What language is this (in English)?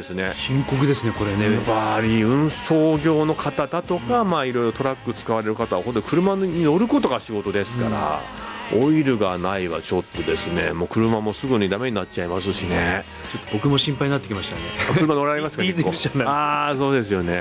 Japanese